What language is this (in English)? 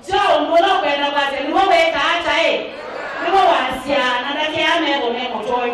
Kamba